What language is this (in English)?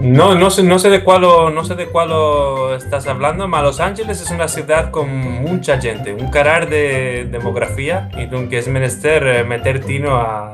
Ladino